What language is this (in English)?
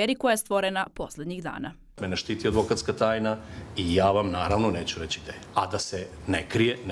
Serbian